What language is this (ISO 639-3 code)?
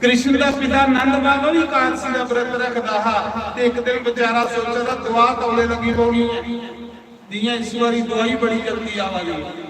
doi